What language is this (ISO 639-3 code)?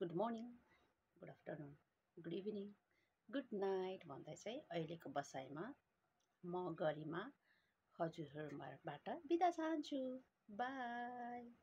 nep